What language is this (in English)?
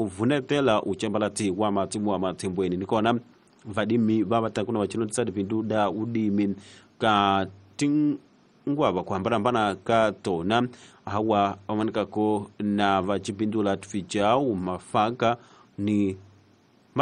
Tsonga